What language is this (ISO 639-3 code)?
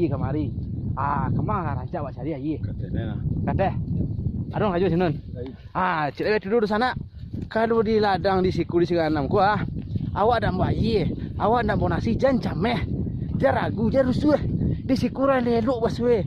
min